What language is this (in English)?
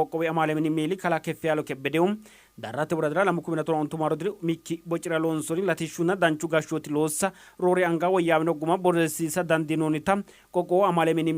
Sidamo